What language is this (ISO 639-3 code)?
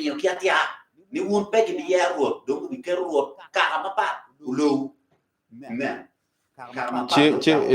ach